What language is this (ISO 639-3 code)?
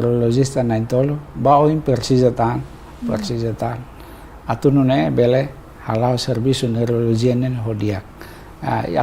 tet